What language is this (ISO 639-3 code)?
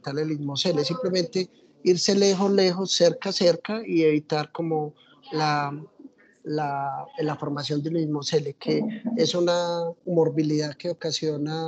spa